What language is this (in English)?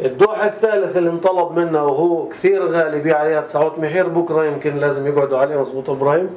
North Levantine Arabic